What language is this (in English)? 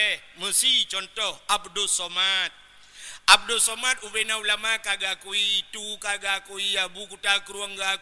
Achinese